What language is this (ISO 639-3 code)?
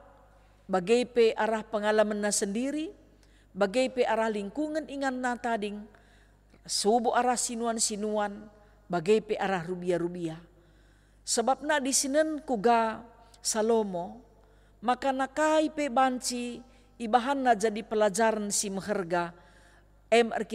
btx